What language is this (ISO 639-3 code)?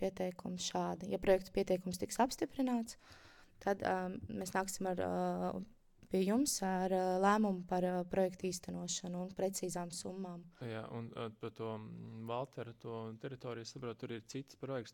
lav